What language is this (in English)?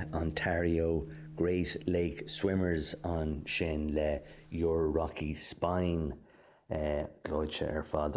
Irish